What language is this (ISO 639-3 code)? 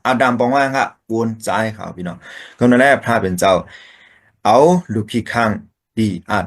shn